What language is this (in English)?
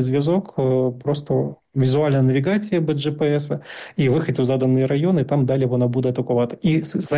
Ukrainian